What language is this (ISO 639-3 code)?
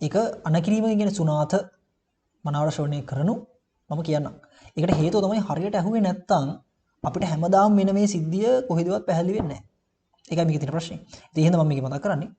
sin